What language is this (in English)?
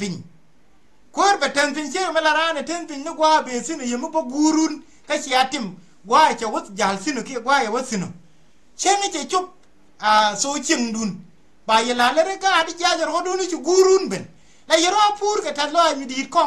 Nuer